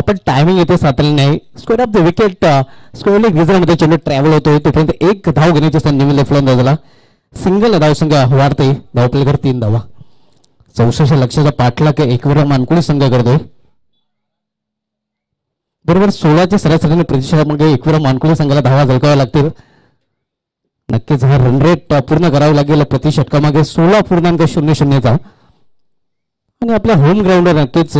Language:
Marathi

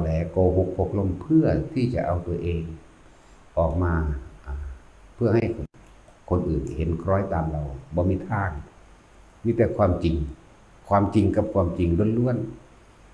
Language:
Northeastern Thai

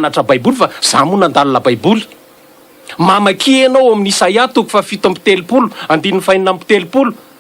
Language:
Malagasy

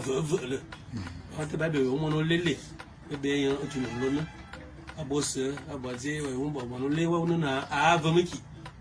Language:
Fang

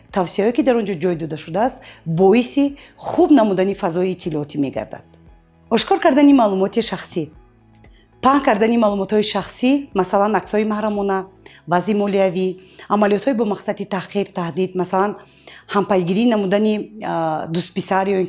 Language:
Tajik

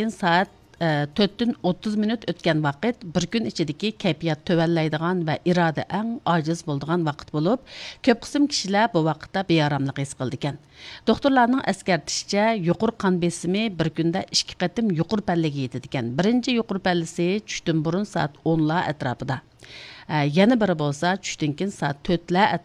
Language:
Uyghur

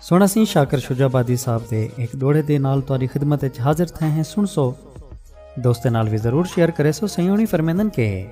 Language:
Saraiki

